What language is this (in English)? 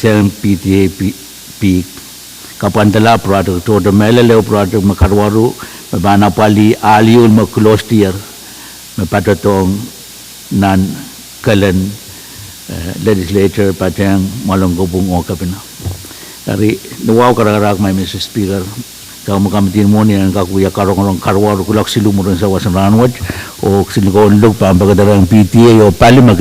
Pohnpeian